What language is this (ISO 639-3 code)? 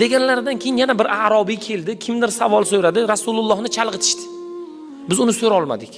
uzb